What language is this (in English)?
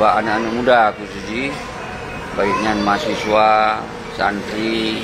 Achinese